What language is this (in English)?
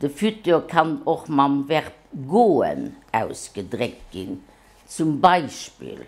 Luxembourgish